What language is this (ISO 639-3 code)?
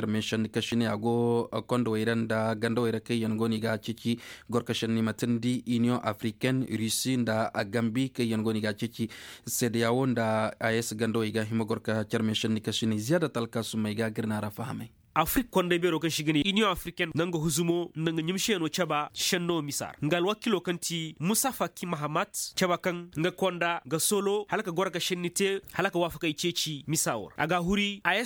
ses